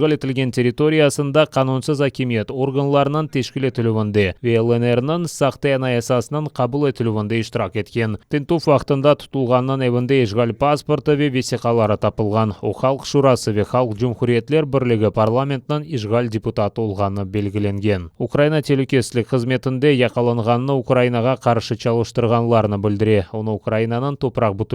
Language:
Crimean Tatar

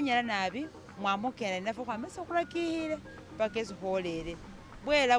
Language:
Masaaba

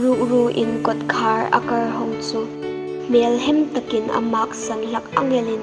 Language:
Hmar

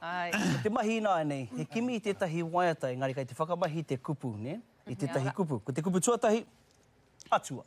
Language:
Māori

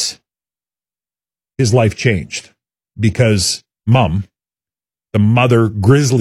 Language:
English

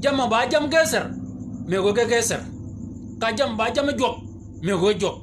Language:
Shilluk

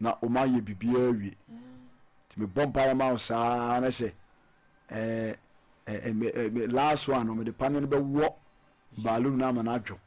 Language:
Akan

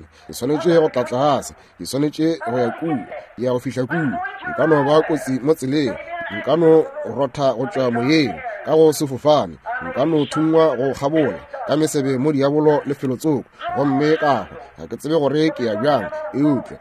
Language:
Northern Sotho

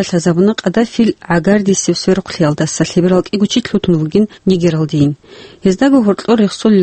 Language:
Avaric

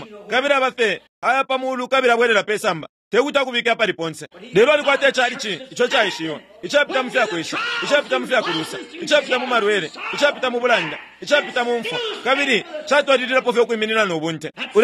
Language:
Bemba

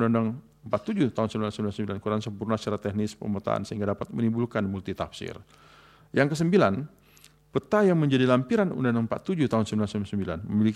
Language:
Indonesian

